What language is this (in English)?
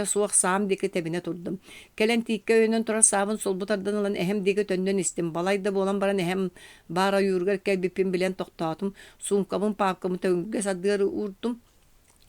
Yakut